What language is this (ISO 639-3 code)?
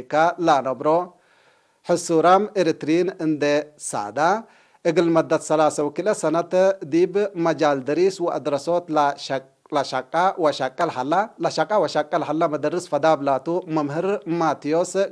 tig